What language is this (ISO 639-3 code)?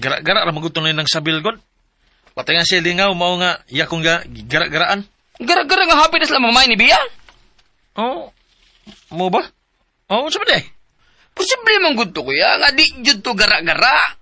ceb